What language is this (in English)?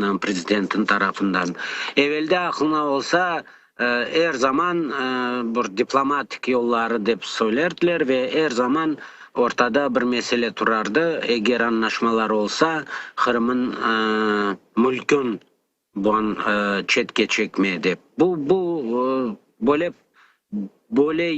Crimean Tatar